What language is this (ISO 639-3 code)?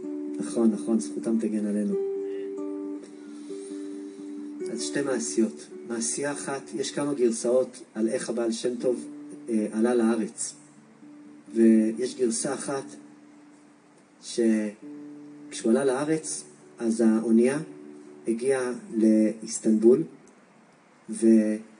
heb